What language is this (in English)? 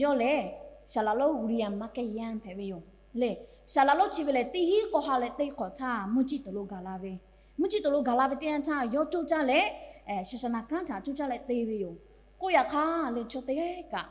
Lahu